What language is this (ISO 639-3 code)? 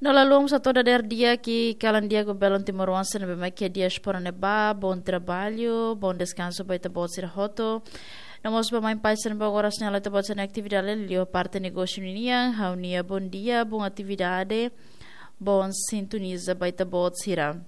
tet